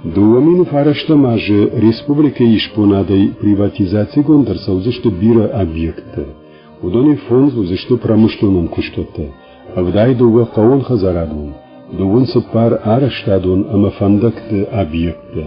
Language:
Ossetic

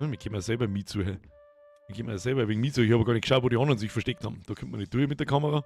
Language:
Bavarian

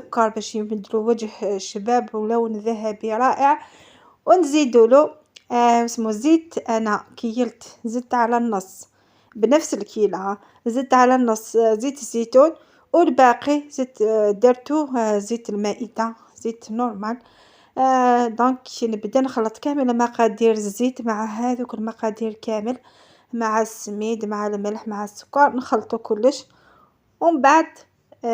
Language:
Algerian Arabic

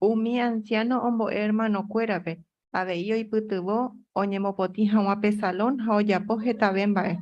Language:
Guarani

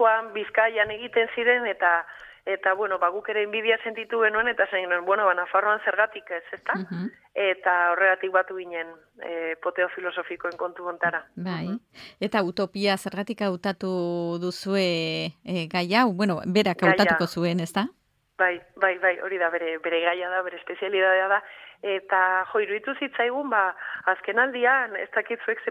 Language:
Basque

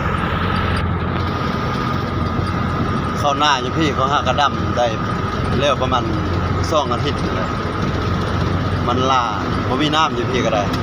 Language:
Lao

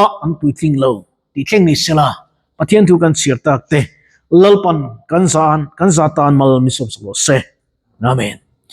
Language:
Mizo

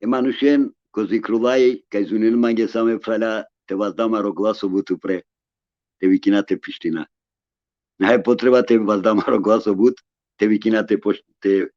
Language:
Balkan Romani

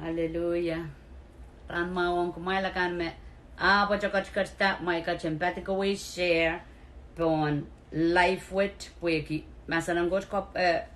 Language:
Pohnpeian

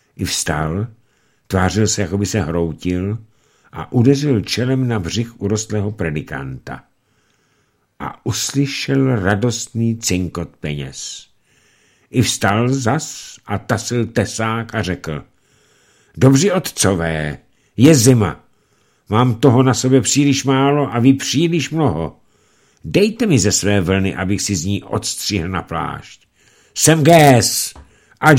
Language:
Czech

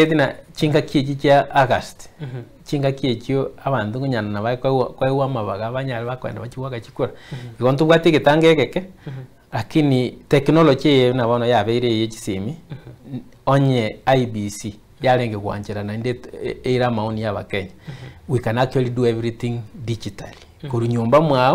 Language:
Gusii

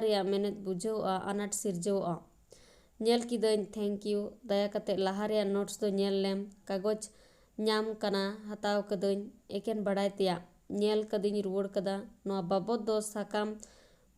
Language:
Santali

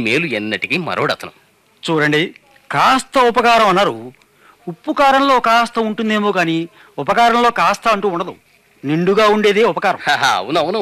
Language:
Telugu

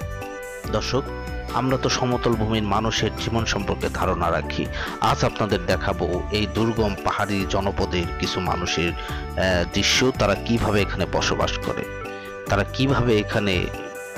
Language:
Bangla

